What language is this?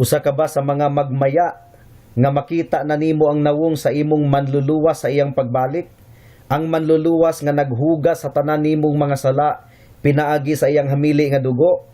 Cebuano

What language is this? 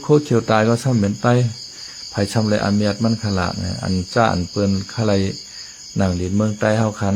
Shan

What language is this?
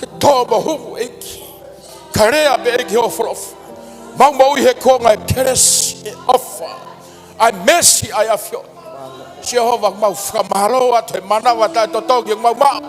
Tongan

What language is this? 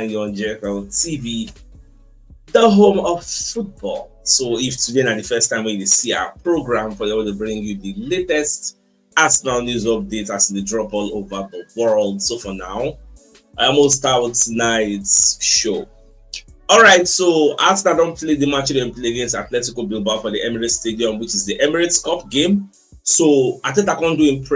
Nigerian Pidgin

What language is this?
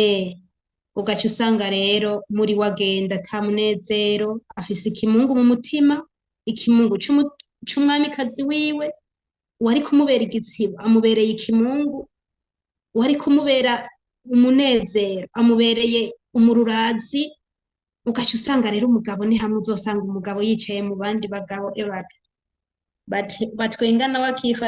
Rundi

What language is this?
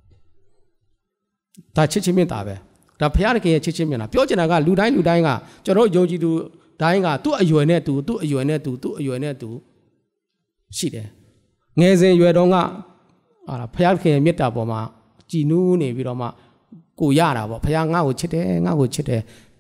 Burmese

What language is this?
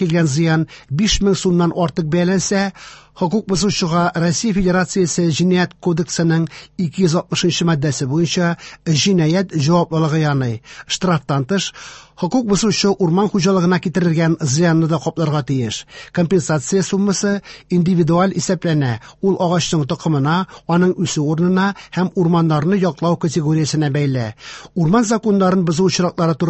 Tatar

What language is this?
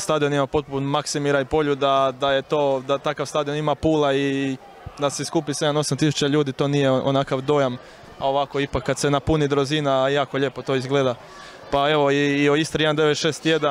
Croatian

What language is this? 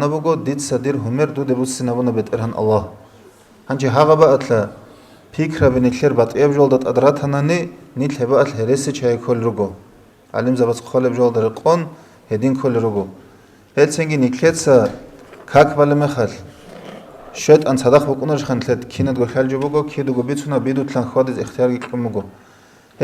Avaric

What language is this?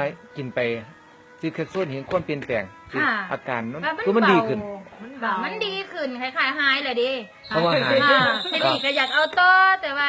Lao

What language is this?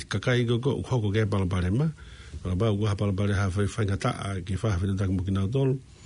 Tongan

